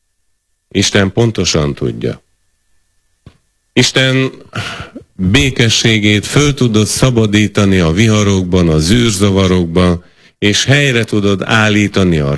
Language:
Hungarian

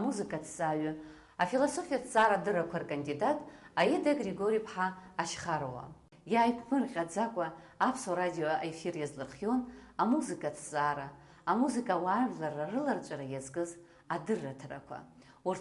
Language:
Abkhazian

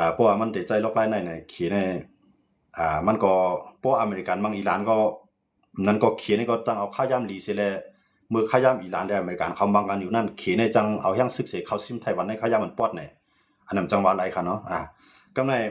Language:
Shan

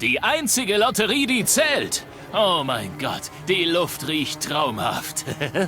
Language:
Bavarian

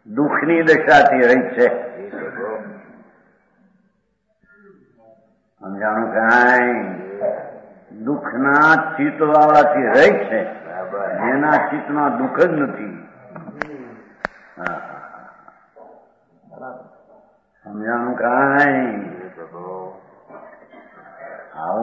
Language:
Gujarati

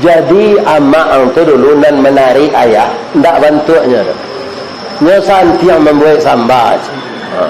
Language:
Minangkabau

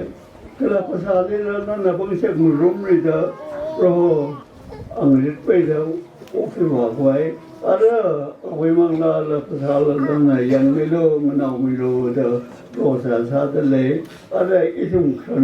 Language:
Tangkhul Naga (India)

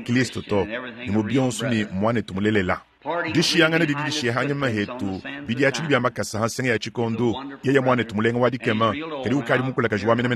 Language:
Luba-Lulua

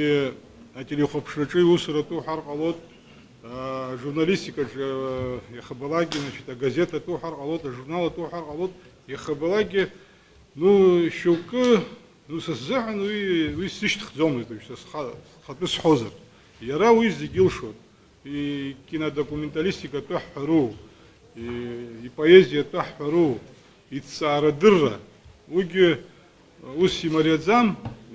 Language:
Abkhazian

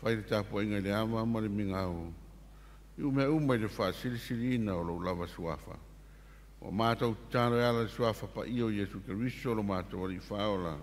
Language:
Samoan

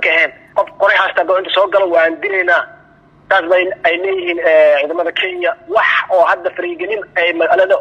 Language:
Somali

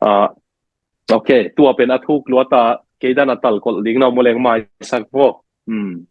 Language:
Tedim Chin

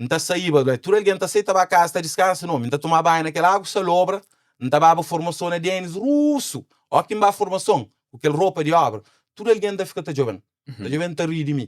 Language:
Kabuverdianu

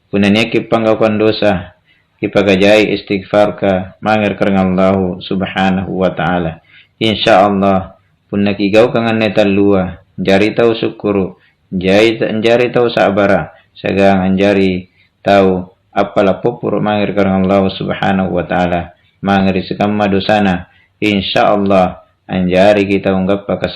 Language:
Makasar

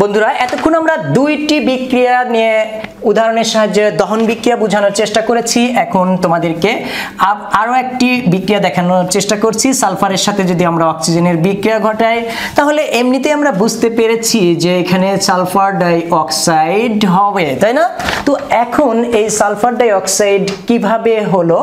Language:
Bangla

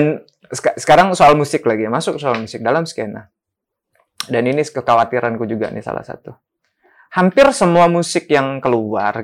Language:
Indonesian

